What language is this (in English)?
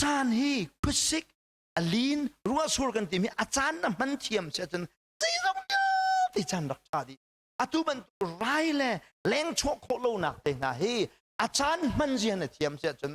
Hakha Chin